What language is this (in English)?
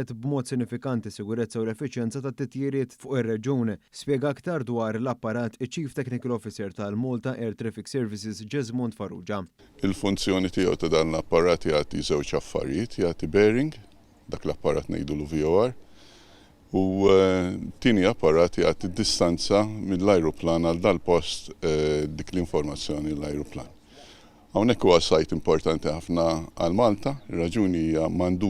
Maltese